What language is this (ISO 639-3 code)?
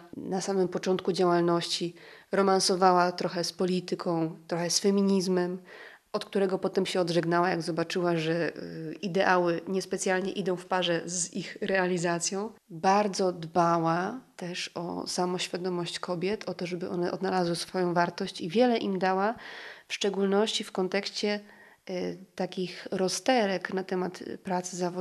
pol